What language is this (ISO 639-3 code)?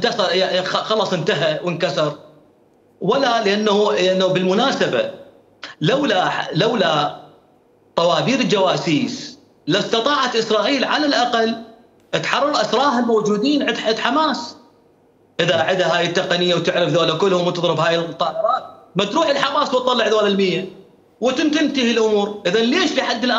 acm